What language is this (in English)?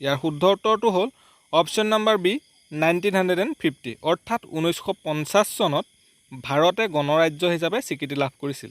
Assamese